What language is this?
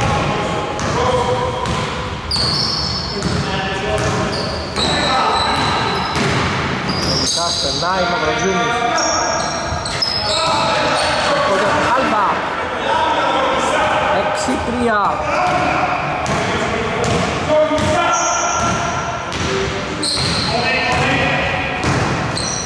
Greek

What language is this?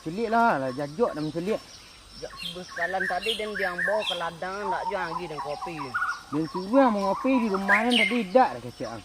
Minangkabau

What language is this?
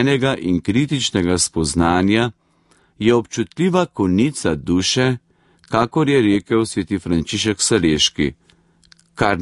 Slovenian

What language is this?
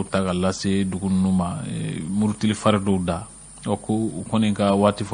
Bambara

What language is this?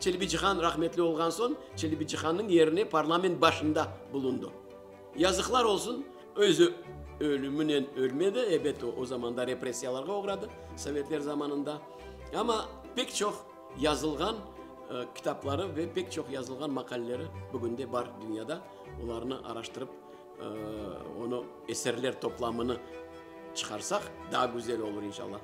Crimean Tatar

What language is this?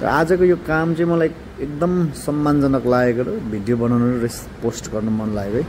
Nepali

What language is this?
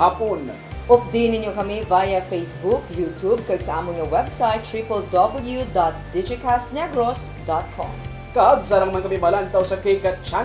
Hiligaynon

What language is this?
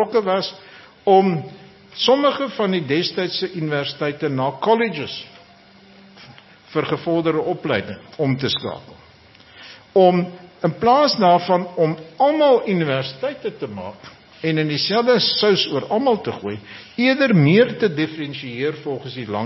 Afrikaans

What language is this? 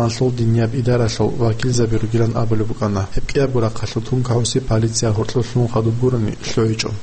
Avaric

